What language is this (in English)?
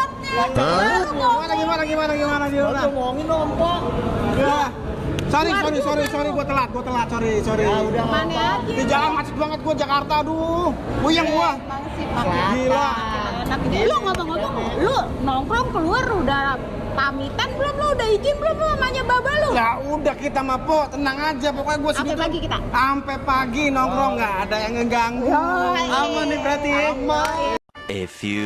Betawi